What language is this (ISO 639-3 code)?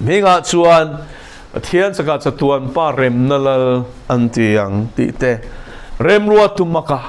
lus